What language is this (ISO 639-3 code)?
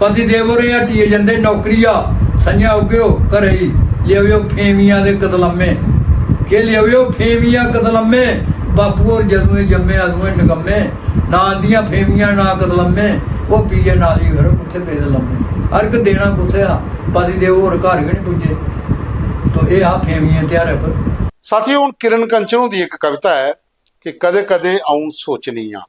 doi